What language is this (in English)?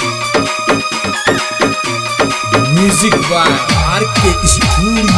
Rajasthani